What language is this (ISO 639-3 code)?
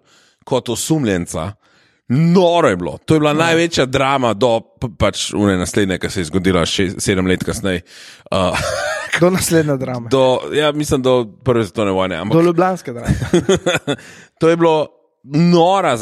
slv